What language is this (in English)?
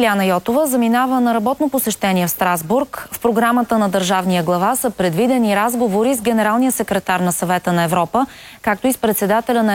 Bulgarian